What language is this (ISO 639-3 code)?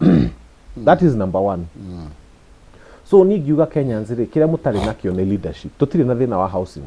kik